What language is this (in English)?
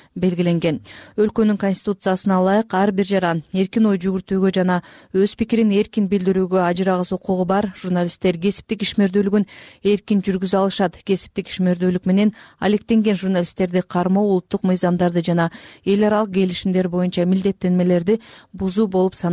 Kyrgyz